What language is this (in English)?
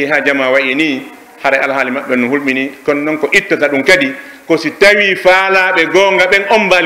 Pular